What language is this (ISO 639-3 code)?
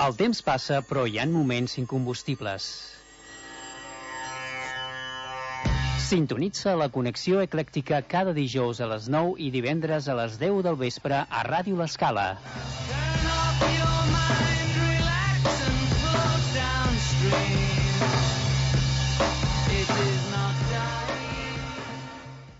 cat